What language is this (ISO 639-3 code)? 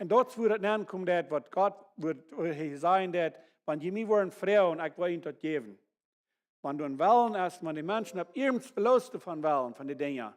pdt